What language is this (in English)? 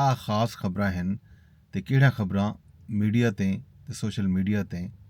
Saraiki